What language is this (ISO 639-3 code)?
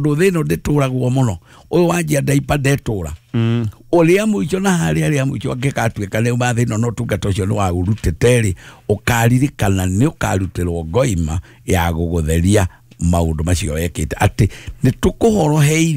kik